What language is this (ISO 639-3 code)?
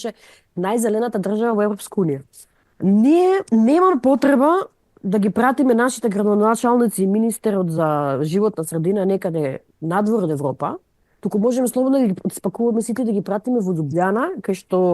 mkd